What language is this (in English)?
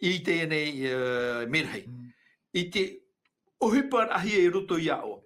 Tahitian